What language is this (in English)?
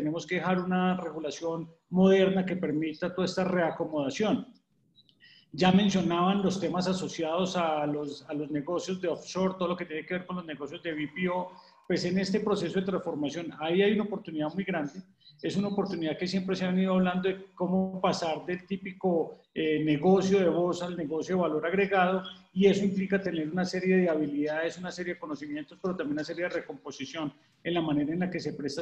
Spanish